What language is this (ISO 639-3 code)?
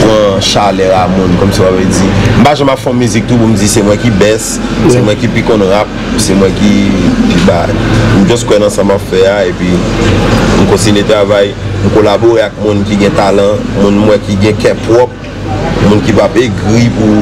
hat